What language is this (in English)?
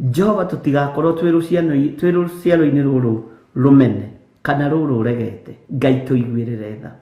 Kikuyu